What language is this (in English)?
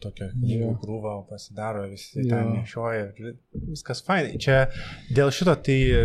Lithuanian